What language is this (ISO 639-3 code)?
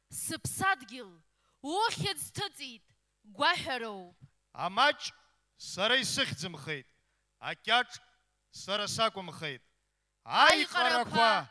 abk